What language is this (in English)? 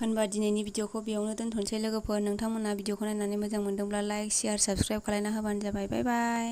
Bodo